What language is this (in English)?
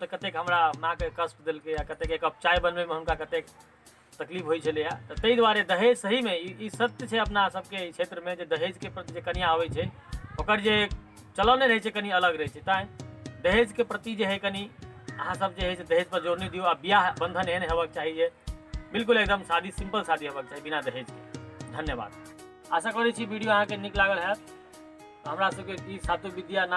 Maithili